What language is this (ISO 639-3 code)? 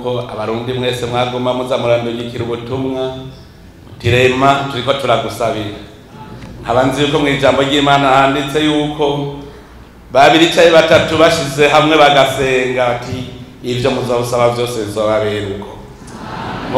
run